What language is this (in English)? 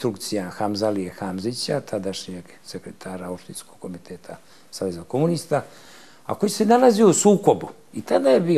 Serbian